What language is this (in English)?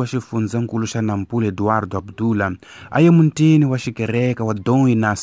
Tsonga